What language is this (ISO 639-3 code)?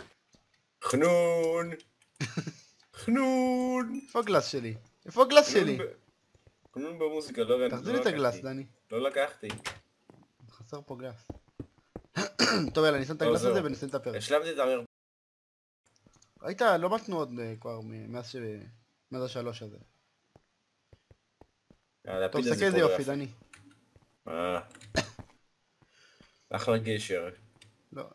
heb